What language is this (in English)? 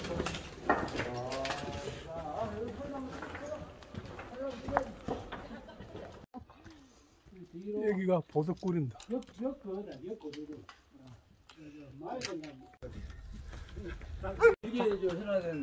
Korean